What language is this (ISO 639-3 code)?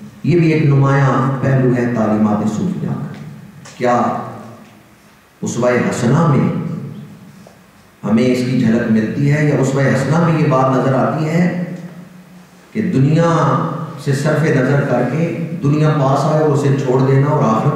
urd